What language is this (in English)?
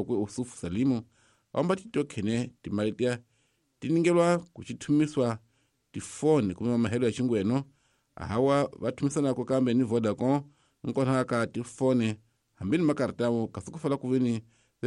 Tsonga